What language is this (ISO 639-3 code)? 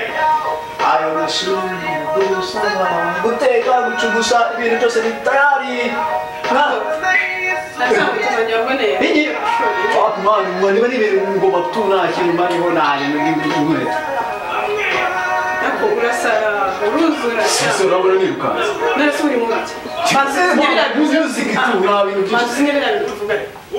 kin